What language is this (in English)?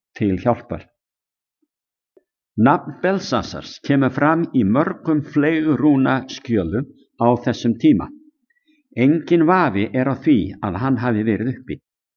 Icelandic